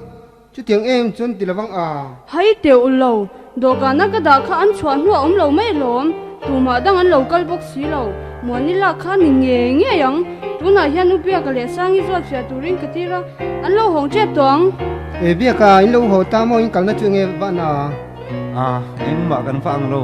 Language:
Mizo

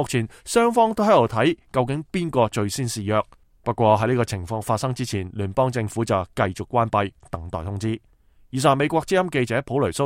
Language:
Cantonese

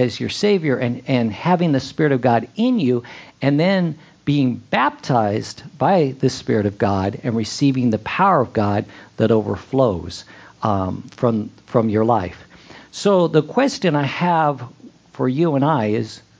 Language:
English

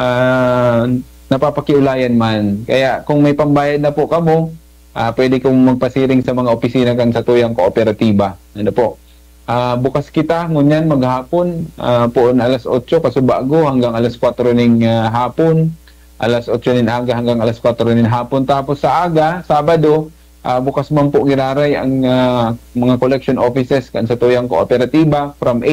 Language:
Bikol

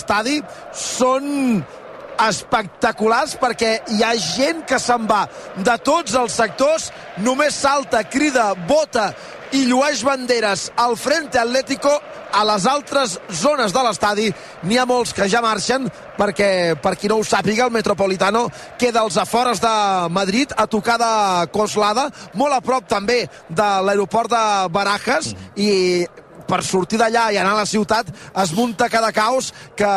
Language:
Catalan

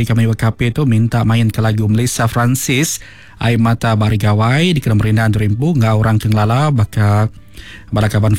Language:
Iban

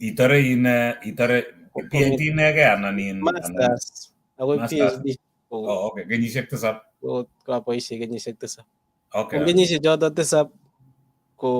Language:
Kalenjin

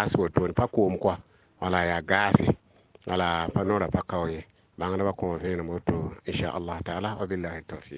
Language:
Mossi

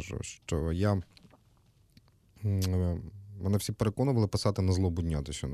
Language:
Ukrainian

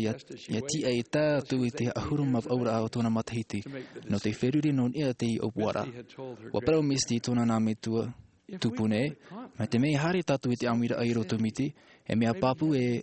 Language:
Tahitian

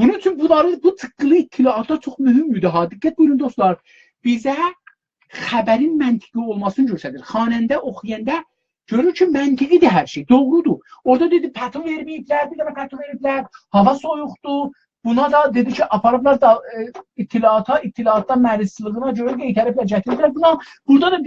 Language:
South Azerbaijani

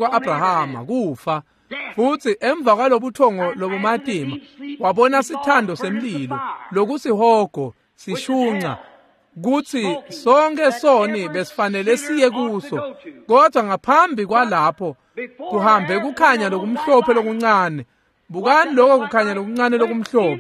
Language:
Swati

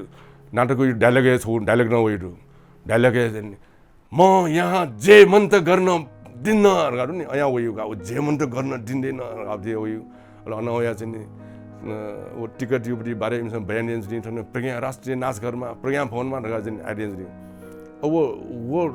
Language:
Newari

